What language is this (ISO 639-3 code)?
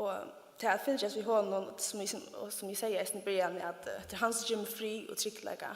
fao